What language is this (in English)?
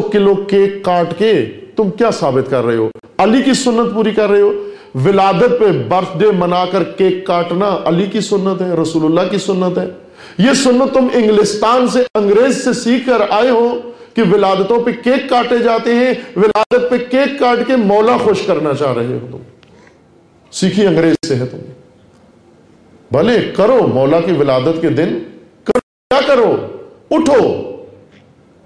Urdu